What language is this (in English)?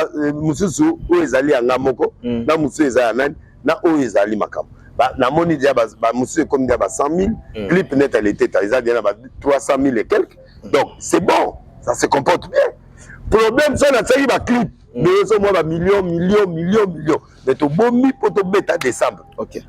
Lingala